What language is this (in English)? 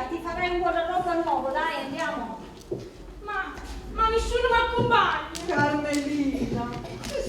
Neapolitan